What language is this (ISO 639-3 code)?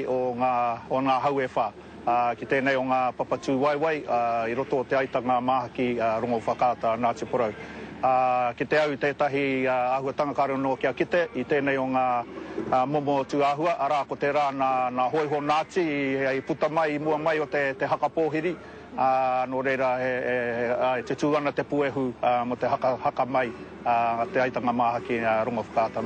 mri